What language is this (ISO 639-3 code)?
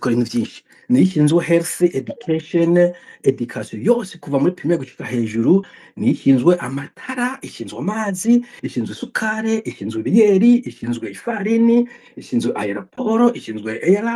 run